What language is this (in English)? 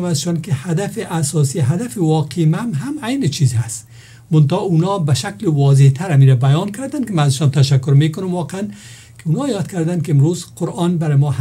Persian